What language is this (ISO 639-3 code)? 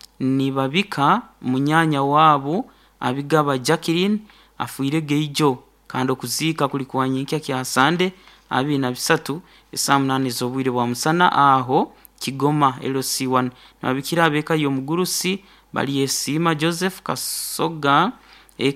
nyn